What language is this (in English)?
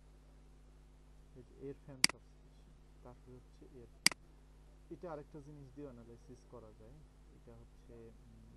Bangla